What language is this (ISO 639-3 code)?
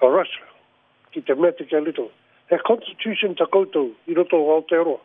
mri